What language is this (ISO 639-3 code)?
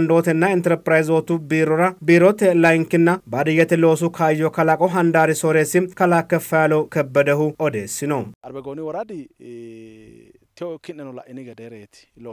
sid